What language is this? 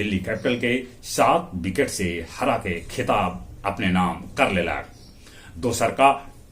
Magahi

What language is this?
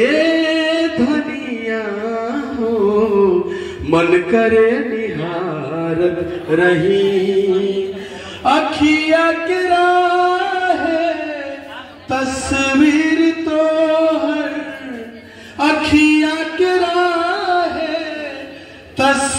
Bhojpuri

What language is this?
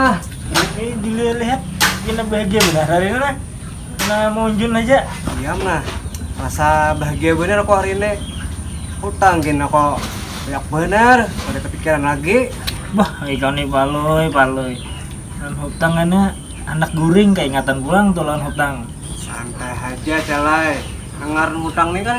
Banjar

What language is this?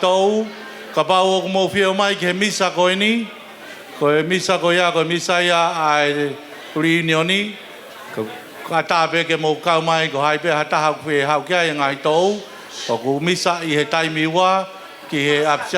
Tongan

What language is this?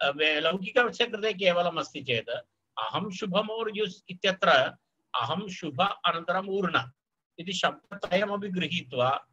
Sanskrit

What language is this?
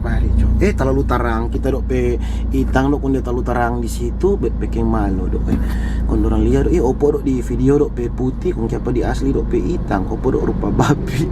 Manado Malay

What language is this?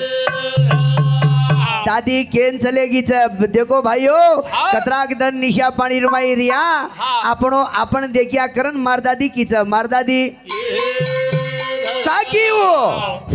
Lambadi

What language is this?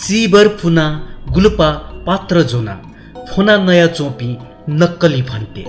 Newari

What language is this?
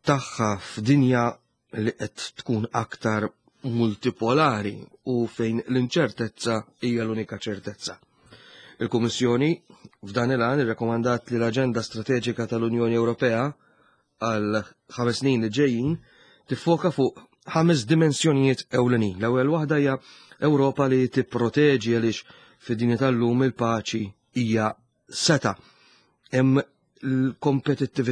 Maltese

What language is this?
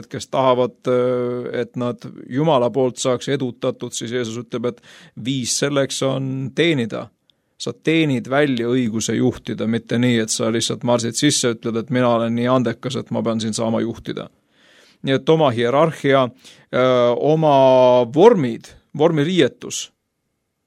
Estonian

